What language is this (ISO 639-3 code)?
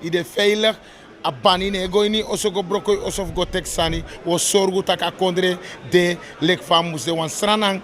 srn